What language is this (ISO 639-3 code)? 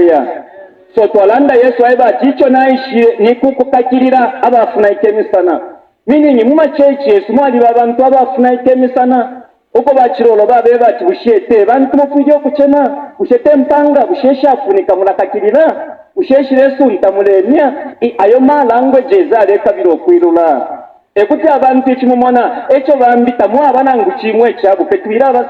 bem